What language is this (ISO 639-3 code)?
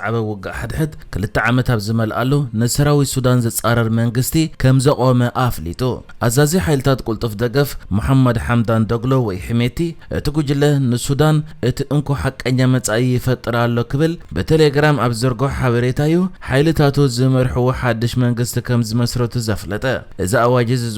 tir